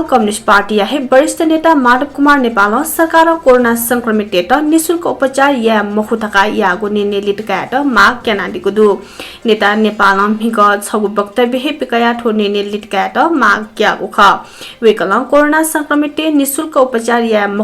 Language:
Newari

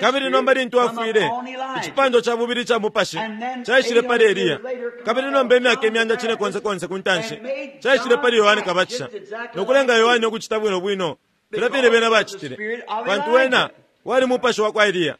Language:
Bemba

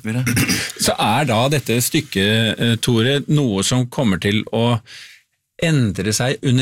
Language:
Norwegian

